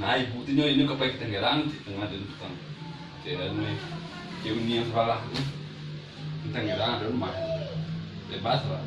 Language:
Minangkabau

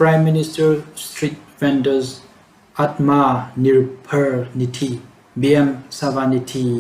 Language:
Tangkhul Naga (India)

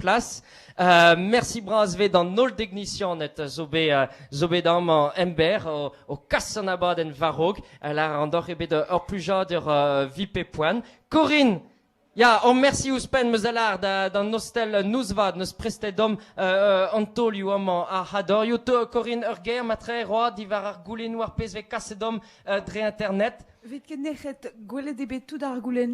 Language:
Breton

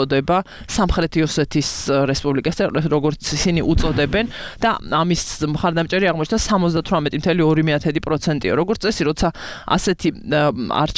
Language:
Georgian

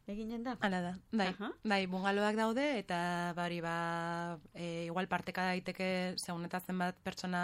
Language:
Basque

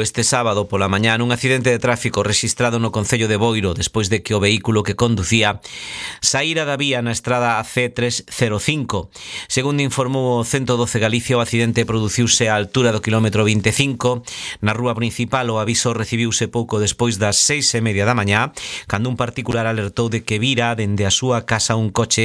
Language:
Galician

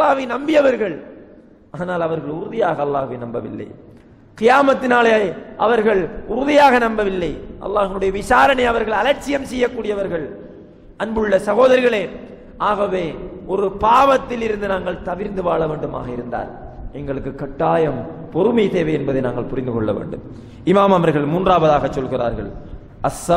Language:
Tamil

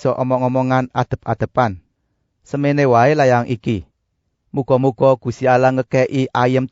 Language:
Javanese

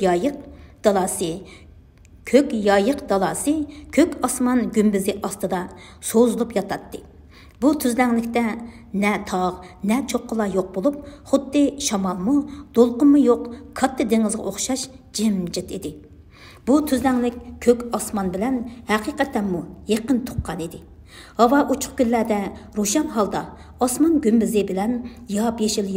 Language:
Uyghur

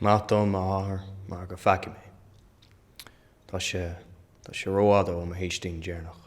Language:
Irish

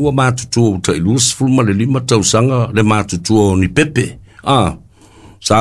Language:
Samoan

